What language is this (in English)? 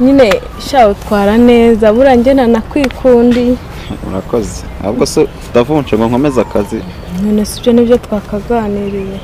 Kinyarwanda